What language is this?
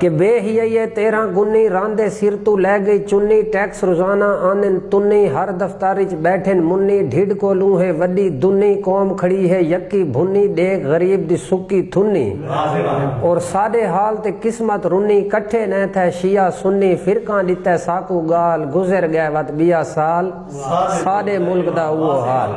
Saraiki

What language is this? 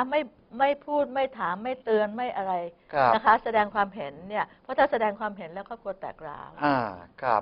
Thai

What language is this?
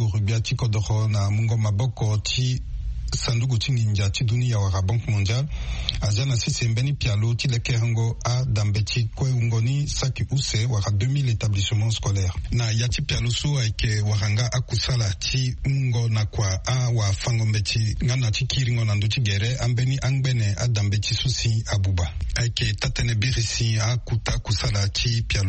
Sango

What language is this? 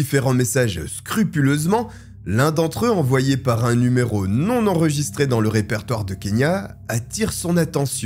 French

